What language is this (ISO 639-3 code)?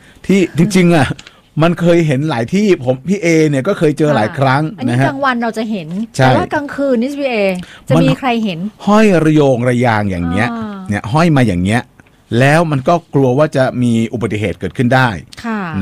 tha